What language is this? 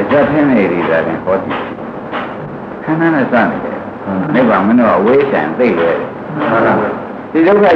Burmese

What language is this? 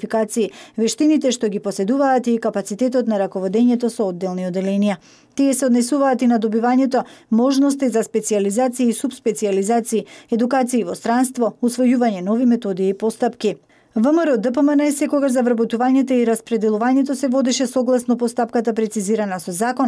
Macedonian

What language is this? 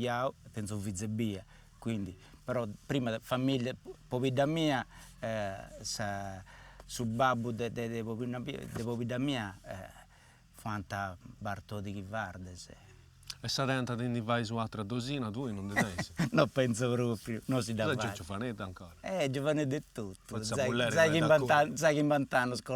Sardinian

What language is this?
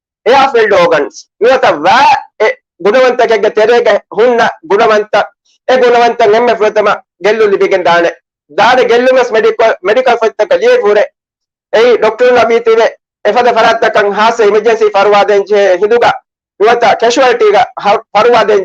Divehi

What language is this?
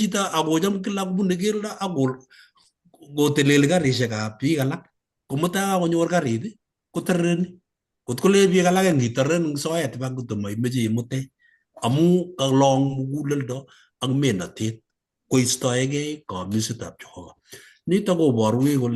Kalenjin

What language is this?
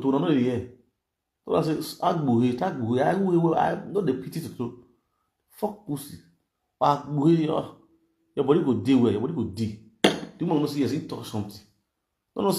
Nigerian Pidgin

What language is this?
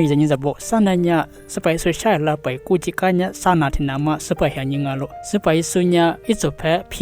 Lisu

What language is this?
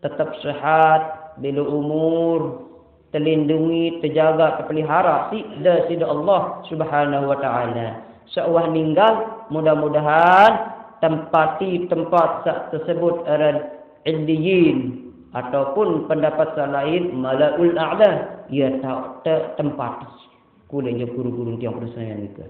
Sasak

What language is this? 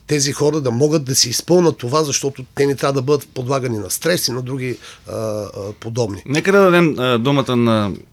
Bulgarian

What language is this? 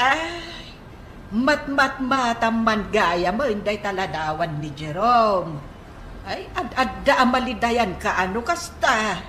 Iloko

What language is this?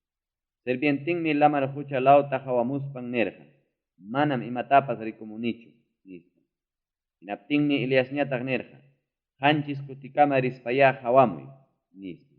Ayacucho Quechua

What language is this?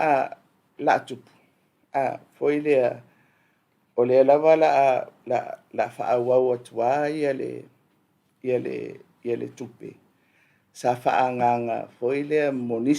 Samoan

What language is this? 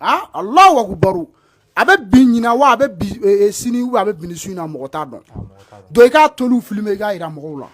Bambara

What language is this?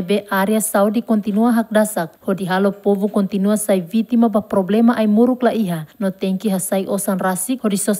Tetum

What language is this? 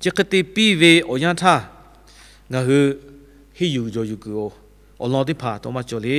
Lahu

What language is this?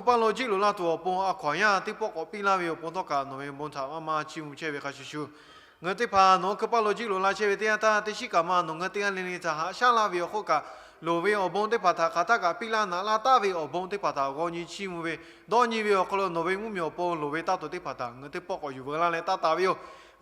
Lahu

